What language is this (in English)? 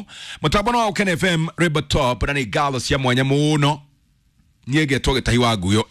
Kikuyu